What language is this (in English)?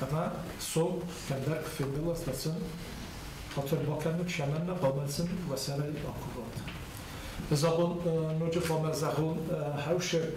Ossetic